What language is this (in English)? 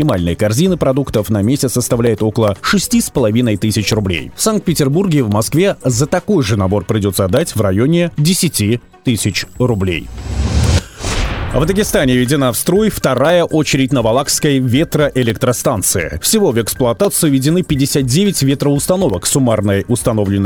Russian